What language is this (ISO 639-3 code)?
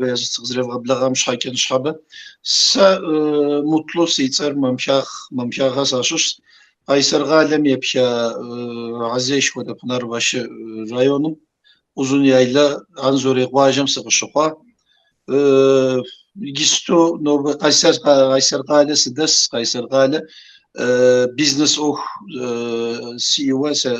kbd